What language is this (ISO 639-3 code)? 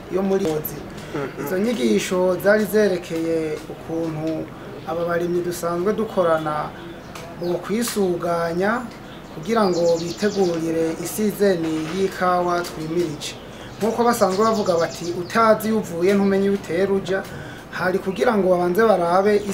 run